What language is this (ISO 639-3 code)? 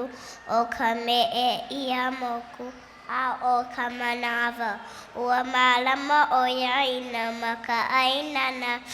haw